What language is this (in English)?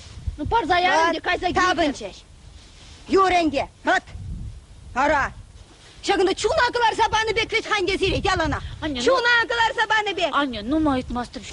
Chuvash